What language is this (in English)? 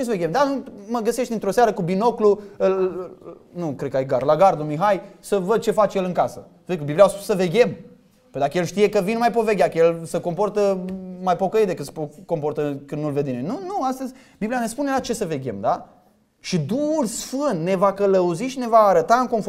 Romanian